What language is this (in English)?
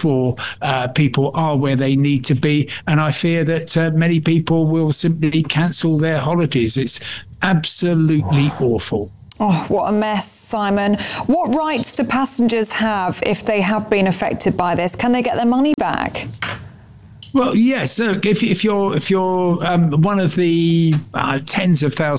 English